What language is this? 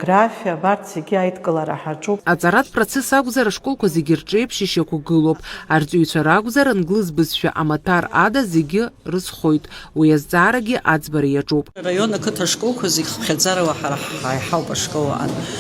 Abkhazian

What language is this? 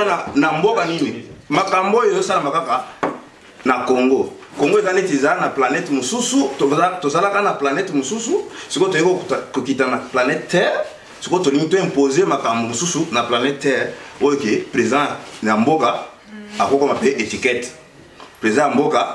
Lingala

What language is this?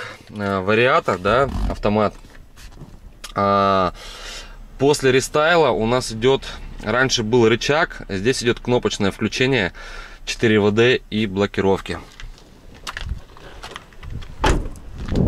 Russian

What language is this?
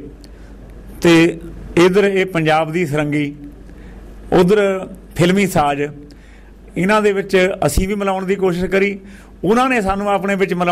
Punjabi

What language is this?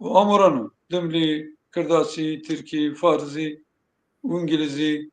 Zaza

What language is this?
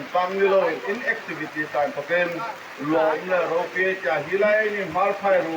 Hmar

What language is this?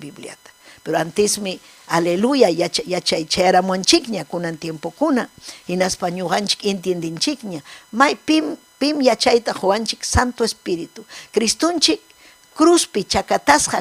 Ayacucho Quechua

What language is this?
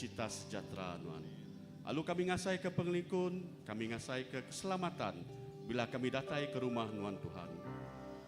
Iban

